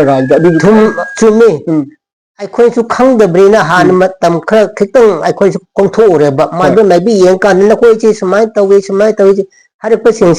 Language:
Manipuri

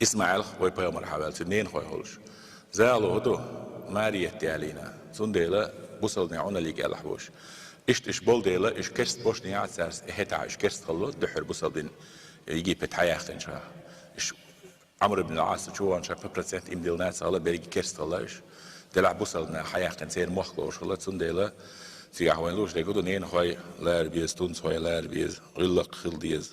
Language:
Chechen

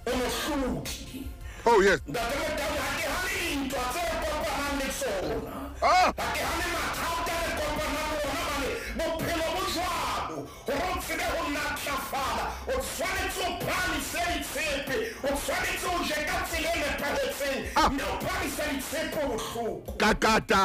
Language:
Southern Sotho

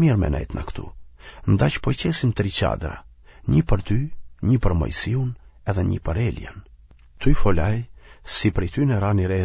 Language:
Albanian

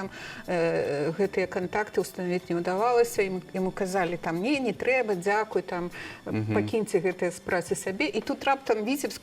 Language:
Belarusian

